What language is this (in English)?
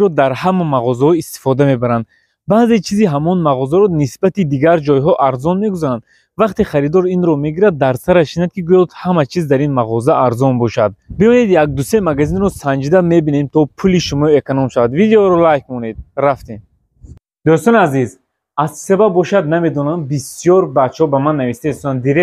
Tajik